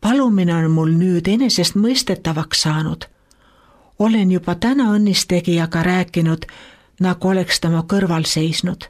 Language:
Estonian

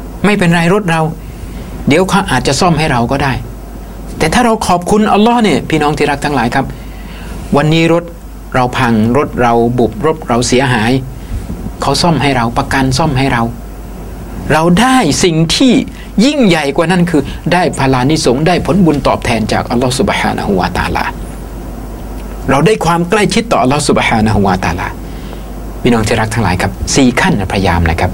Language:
Thai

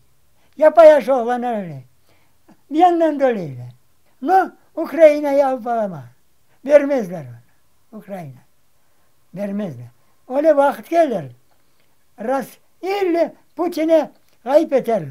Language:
Crimean Tatar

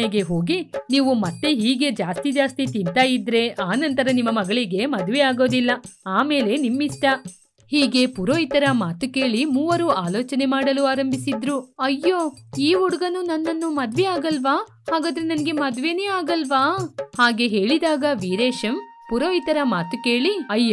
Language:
Kannada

